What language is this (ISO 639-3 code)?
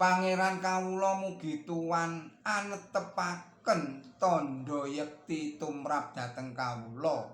jav